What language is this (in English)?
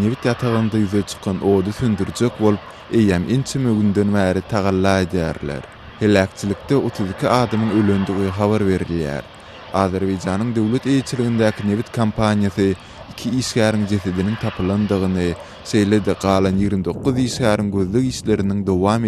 Turkmen